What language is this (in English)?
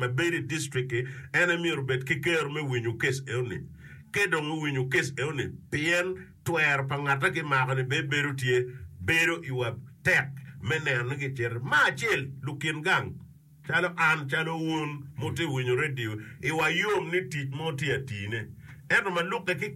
Acoli